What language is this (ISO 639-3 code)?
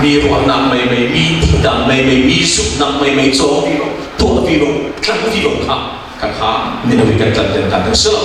cfm